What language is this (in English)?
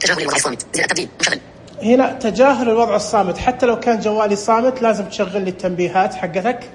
Najdi Arabic